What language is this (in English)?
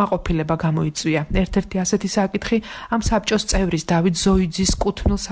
Georgian